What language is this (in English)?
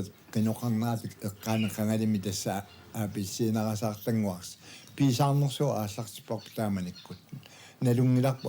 Kalaallisut